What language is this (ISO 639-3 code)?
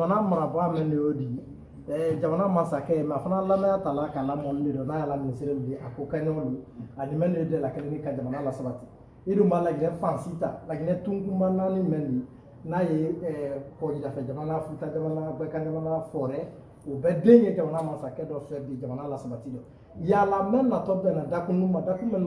bam